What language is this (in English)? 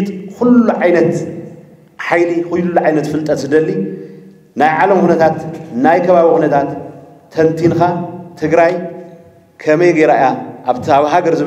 Tigrinya